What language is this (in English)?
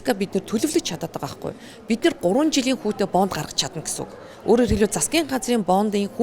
Mongolian